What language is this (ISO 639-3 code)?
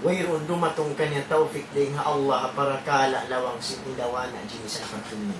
tsg